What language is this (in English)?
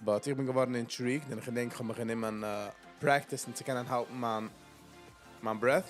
Yiddish